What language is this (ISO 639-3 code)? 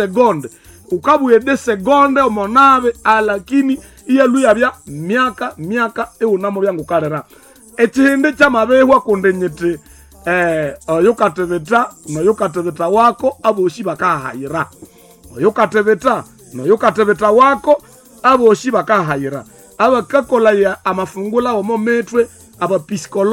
nnb